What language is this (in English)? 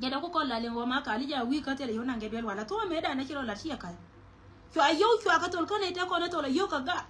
Nuer